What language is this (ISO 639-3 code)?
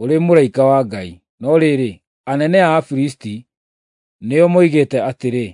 kik